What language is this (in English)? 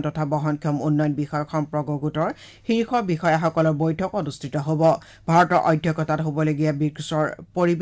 Assamese